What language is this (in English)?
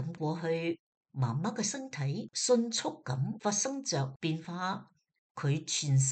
Cantonese